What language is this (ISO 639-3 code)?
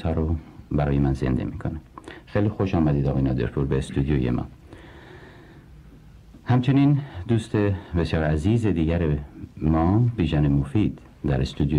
fas